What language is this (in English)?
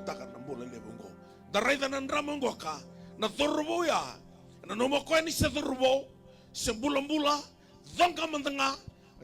Fijian